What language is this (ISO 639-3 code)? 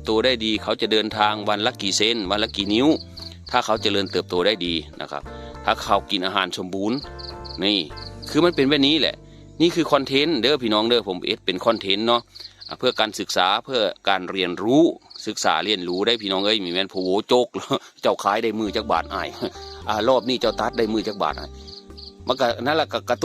tts